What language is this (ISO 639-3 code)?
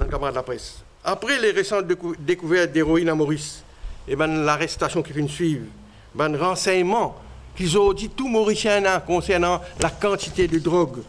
mfe